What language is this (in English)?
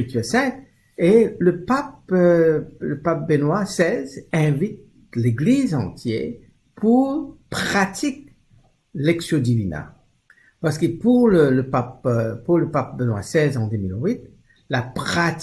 Morisyen